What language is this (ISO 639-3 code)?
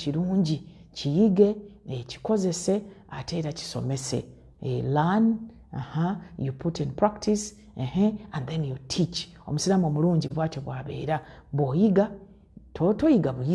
lug